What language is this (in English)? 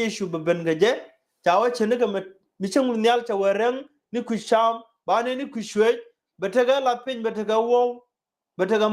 Nuer